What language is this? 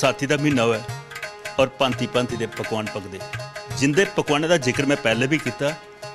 Dogri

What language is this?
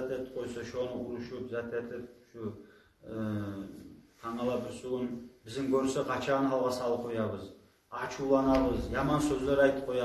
Kumyk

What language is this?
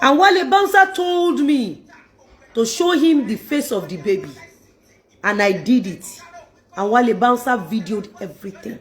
Yoruba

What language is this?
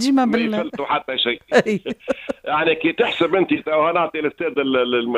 Tunisian Arabic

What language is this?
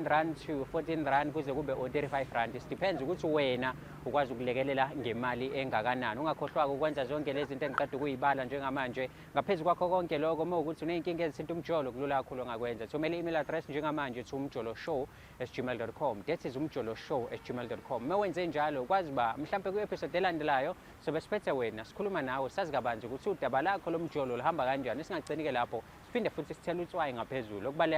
Zulu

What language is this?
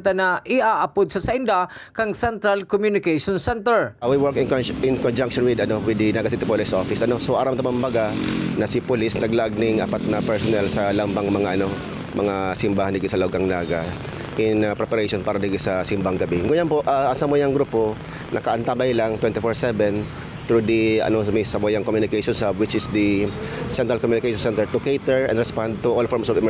Bikol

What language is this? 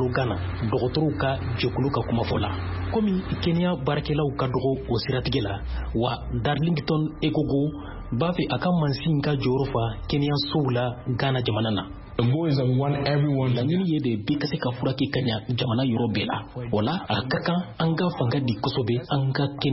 Bambara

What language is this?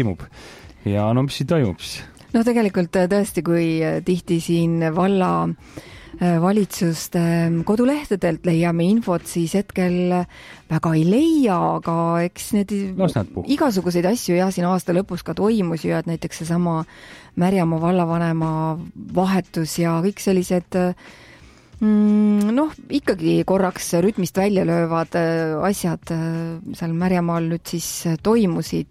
Estonian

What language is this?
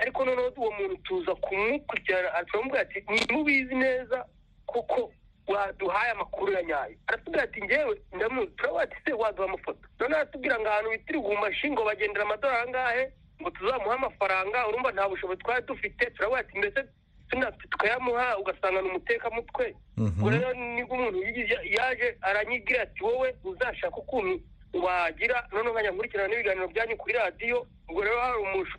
Kinyarwanda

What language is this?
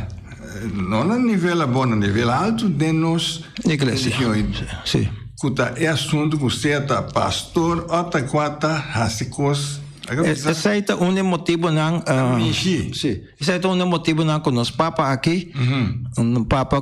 Papiamento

